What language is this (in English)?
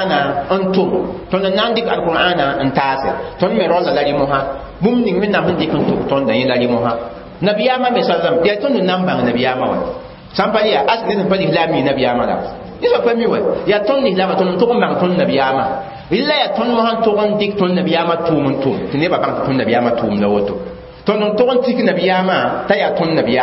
Mossi